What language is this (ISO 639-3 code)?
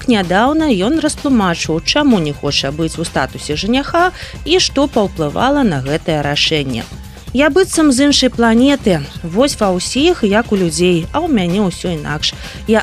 bel